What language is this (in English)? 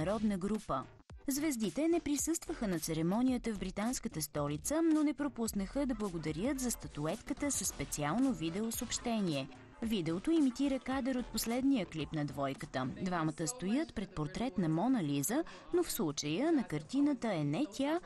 Bulgarian